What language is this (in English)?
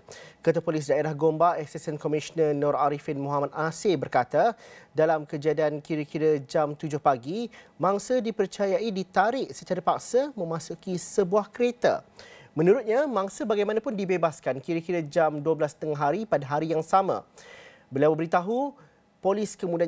Malay